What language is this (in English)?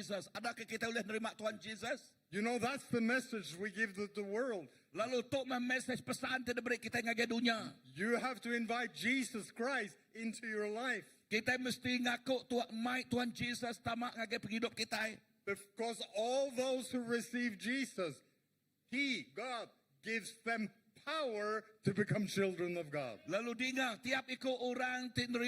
Iban